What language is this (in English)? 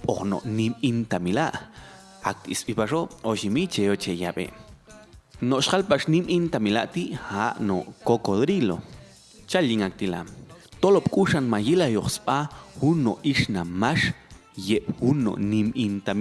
Popti'